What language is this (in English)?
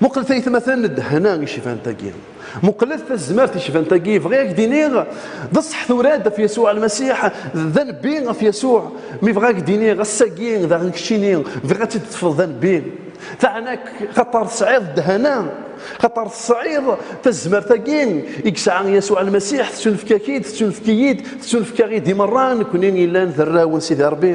Kabyle